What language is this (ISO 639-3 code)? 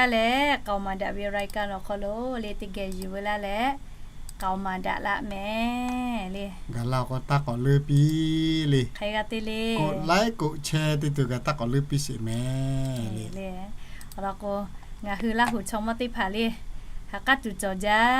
lhu